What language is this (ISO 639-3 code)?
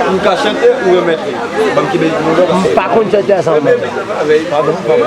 hat